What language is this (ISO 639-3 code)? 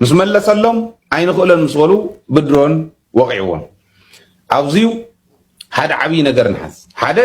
tir